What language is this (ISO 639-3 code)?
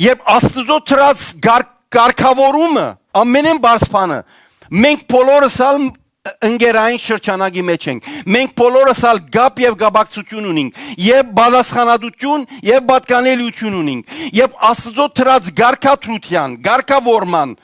hyw